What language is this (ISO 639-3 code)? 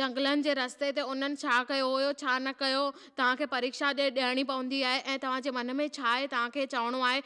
snd